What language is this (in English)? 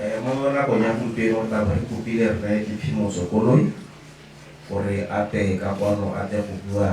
Tswana